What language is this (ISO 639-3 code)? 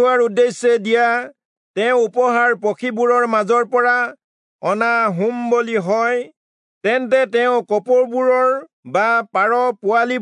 asm